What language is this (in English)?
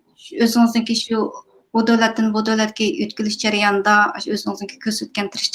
Uyghur